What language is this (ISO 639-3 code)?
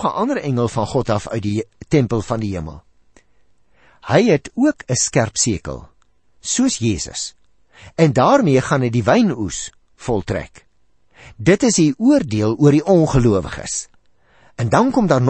afr